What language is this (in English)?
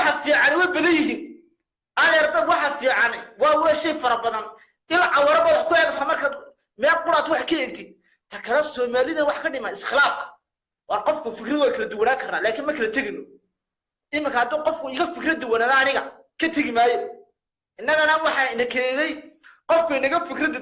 Somali